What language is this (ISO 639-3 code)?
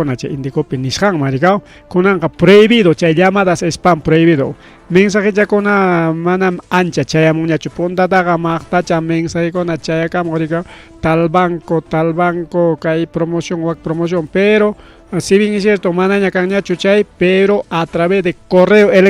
quy